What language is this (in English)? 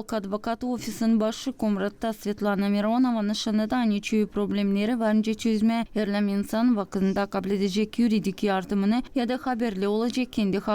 Gagauz